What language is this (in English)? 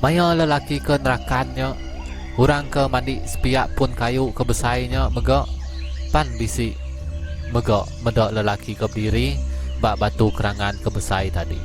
Iban